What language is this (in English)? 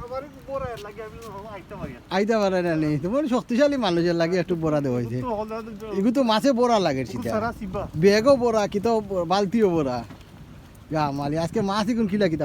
Sylheti